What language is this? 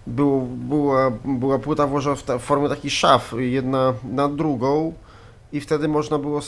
Polish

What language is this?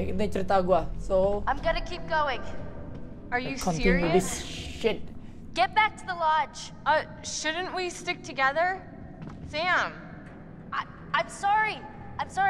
Indonesian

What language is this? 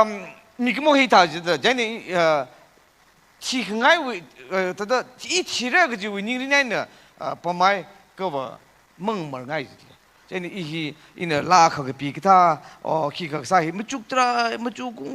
Tangkhul Naga (India)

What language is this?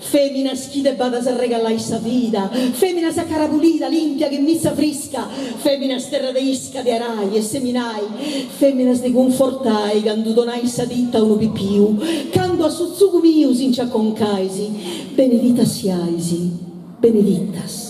Sardinian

